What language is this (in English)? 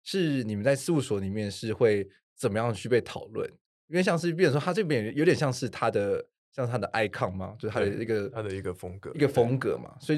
Chinese